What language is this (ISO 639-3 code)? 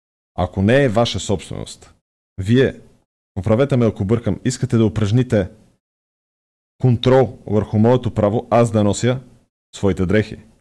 bul